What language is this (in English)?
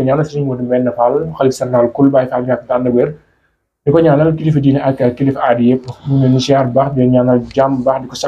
Wolof